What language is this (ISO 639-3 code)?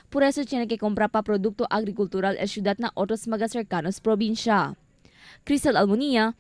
cbk